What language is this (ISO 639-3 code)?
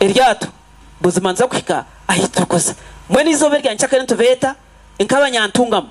nyn